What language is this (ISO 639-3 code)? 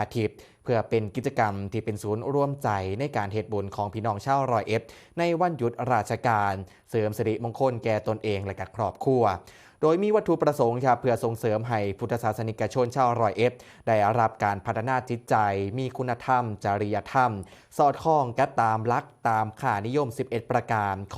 tts